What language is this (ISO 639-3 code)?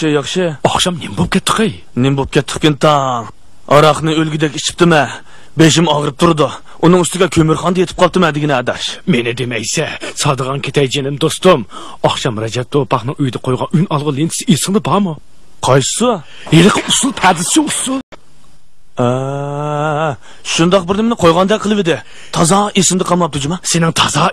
uig